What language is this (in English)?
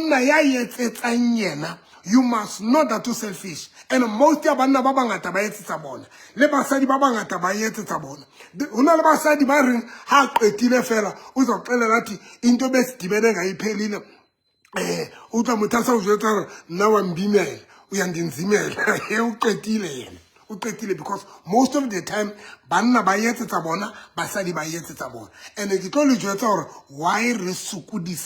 Southern Sotho